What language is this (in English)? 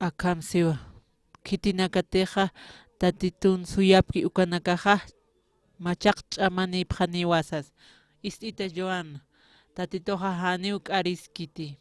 Aymara